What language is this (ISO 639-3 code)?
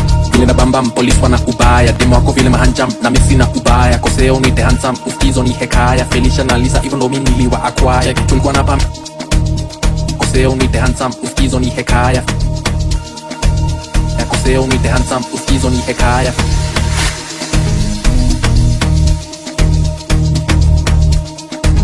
swa